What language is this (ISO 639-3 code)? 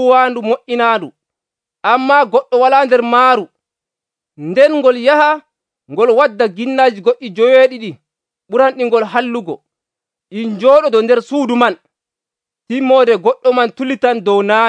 fuv